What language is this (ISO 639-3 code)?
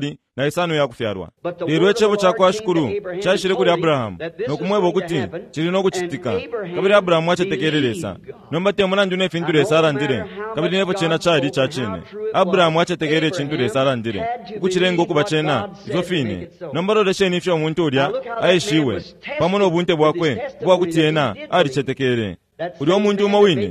bem